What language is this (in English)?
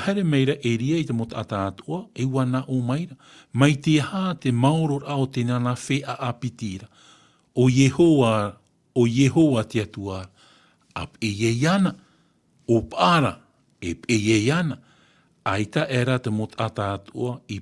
Tahitian